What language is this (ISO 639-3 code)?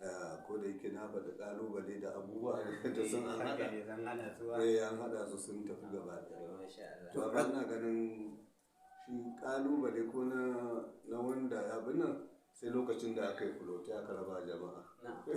hau